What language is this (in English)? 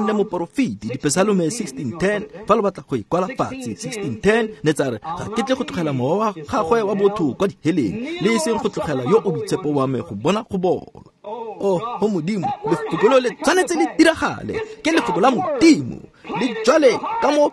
Tswana